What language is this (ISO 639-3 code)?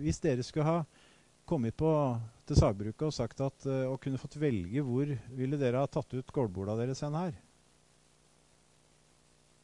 nor